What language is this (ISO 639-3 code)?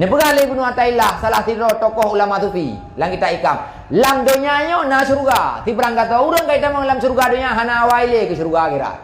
ace